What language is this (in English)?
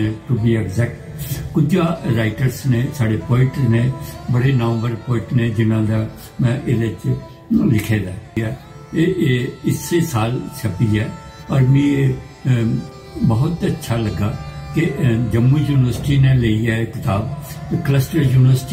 Dogri